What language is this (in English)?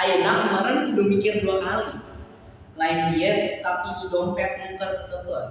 Sundanese